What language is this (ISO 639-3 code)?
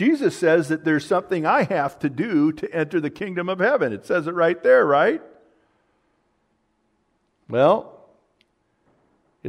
eng